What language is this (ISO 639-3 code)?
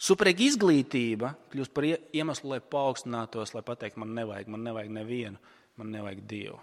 lav